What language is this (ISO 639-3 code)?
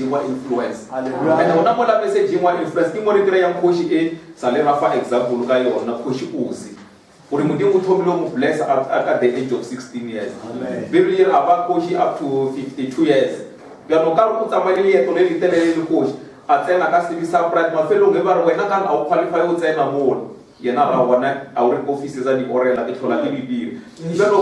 nso